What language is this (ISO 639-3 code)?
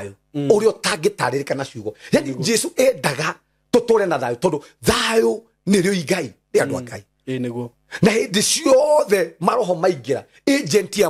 kik